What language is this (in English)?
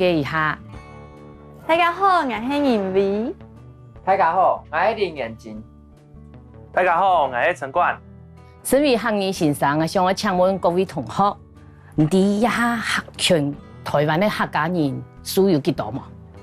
Hakka Chinese